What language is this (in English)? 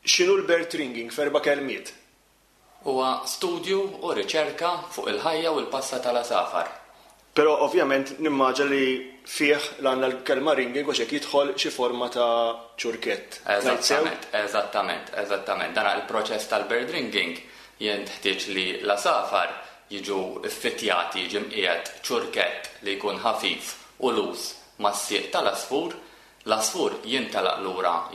Maltese